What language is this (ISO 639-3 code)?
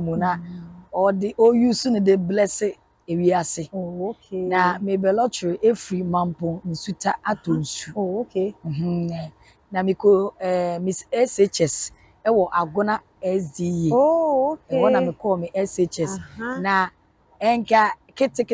aka